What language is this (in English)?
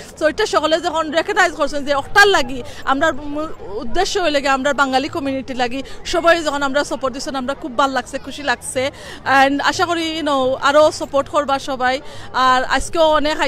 Sylheti